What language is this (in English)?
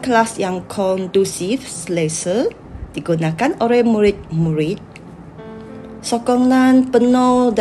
Malay